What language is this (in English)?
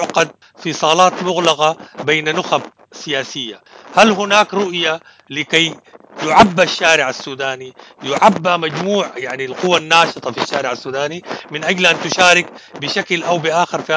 Sudanese Arabic